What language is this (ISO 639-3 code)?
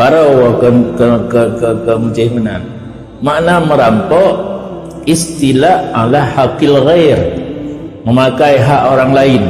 ace